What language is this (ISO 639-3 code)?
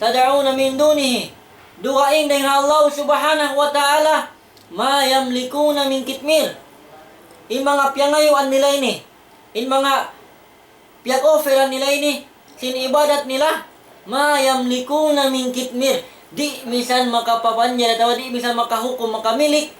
tsg